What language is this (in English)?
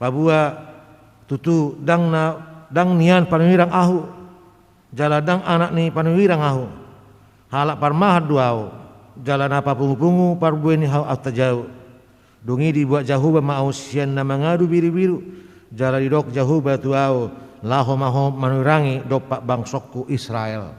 Batak Toba